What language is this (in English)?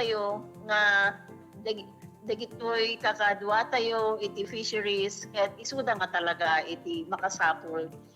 Iloko